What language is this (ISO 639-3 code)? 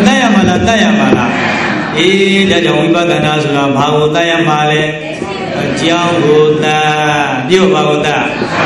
mya